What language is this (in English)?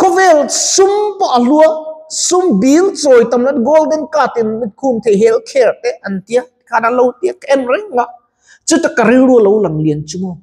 Mizo